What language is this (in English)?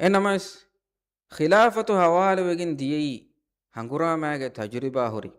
Divehi